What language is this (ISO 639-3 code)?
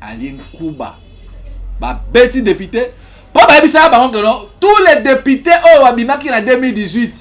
lin